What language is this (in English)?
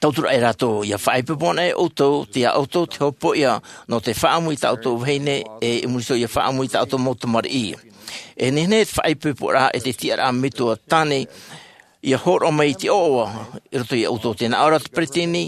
Tahitian